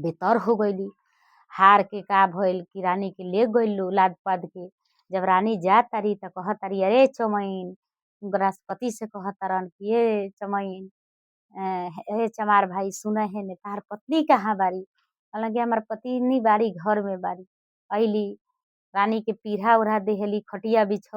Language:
Bhojpuri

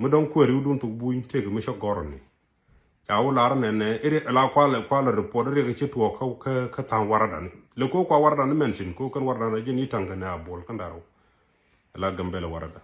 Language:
Nuer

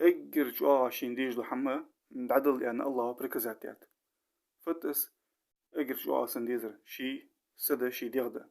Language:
Ingush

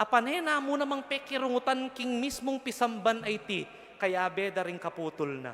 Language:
Pampanga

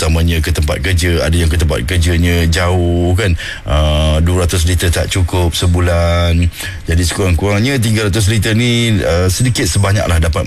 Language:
Malay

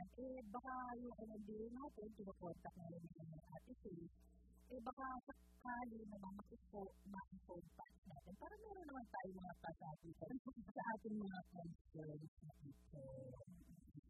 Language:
Filipino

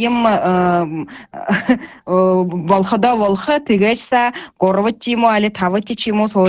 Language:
Buriat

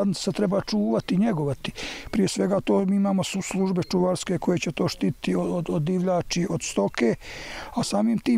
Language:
Bosnian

